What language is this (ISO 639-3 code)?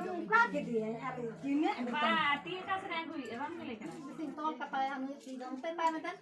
sat